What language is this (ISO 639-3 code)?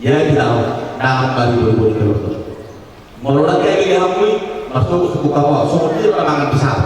bbc